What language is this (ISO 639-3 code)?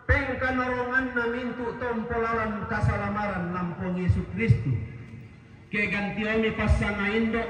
sda